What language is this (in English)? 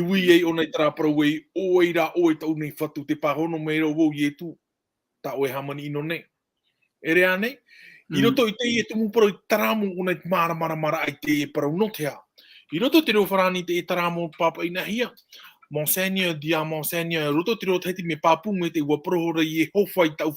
Tahitian